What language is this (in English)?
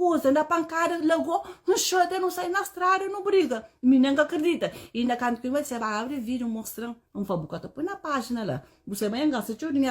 Kabuverdianu